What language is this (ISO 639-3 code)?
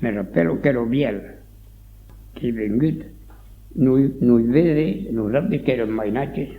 oci